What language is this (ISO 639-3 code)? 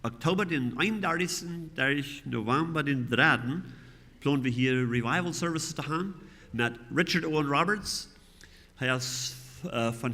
pdt